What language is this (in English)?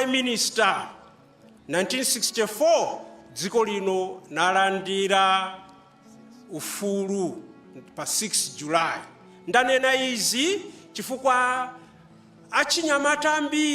Nyanja